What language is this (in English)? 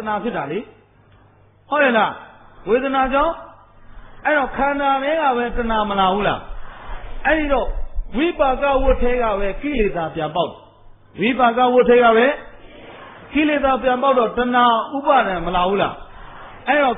Burmese